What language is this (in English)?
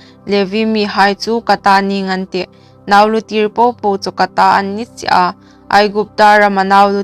Hmar